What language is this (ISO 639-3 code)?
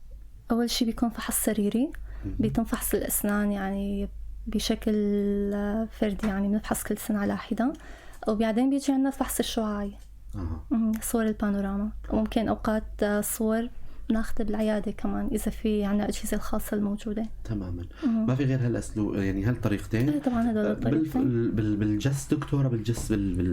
apc